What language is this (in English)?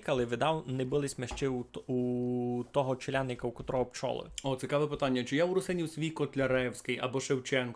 Rusyn